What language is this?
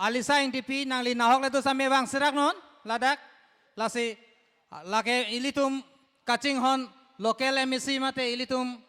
Karbi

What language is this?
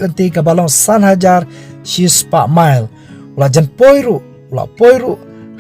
Khasi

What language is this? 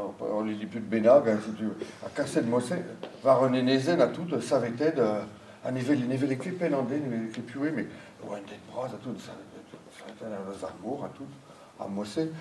Breton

